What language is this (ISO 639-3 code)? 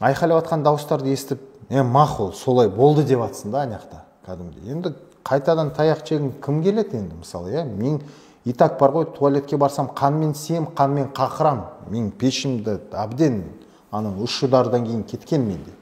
kaz